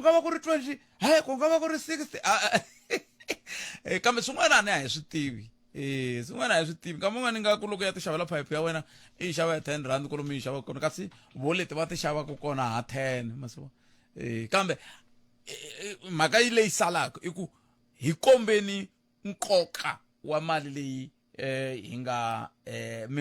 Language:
Tsonga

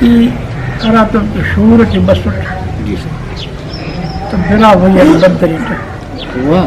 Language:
Brahui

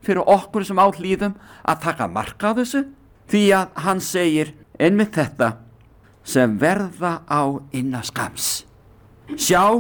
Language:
Icelandic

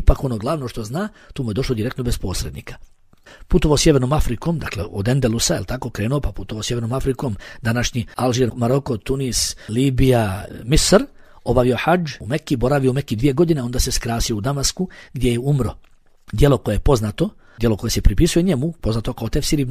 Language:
Bosnian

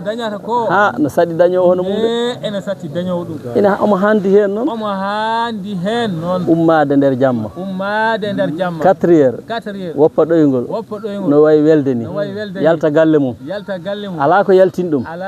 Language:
Fula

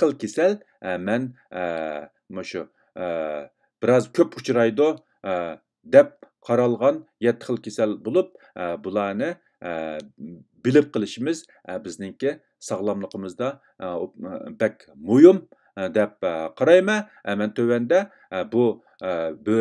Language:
Uyghur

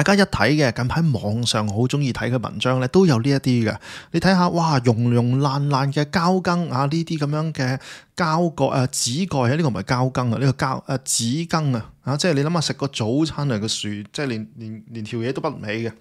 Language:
Cantonese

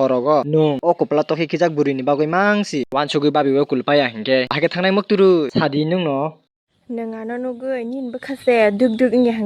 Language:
Kok Borok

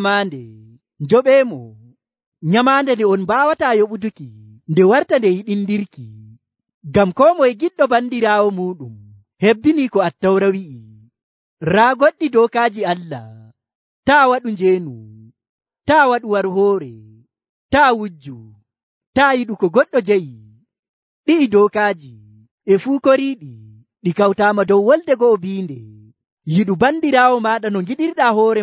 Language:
Nigerian Fulfulde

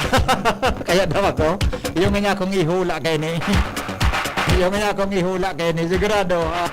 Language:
Bikol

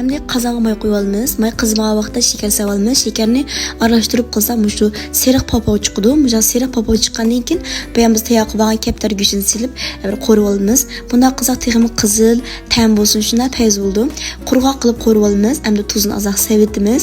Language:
Uyghur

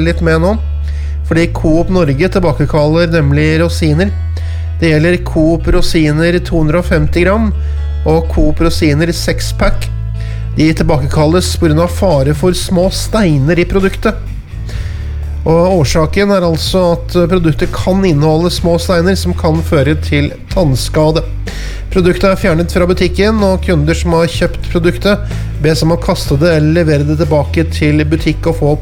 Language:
Norwegian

